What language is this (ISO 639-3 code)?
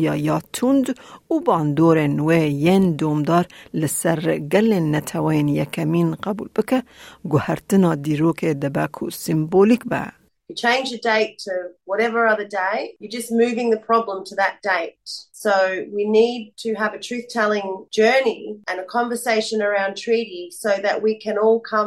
kur